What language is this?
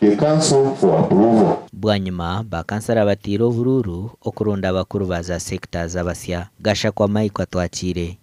Nyankole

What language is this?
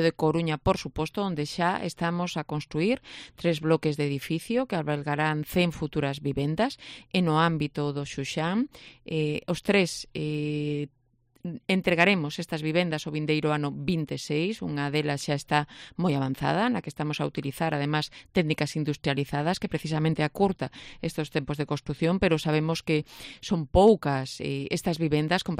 Galician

